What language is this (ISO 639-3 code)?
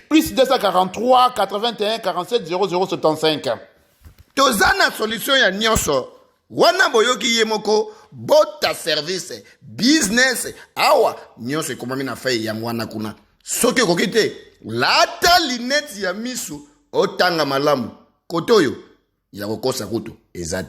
lin